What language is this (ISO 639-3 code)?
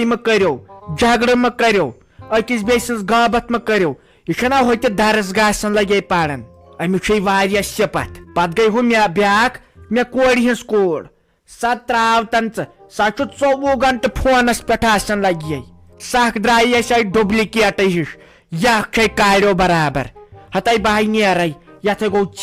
kas